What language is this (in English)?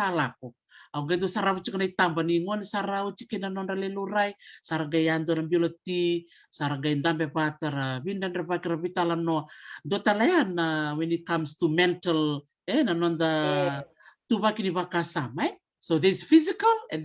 Fijian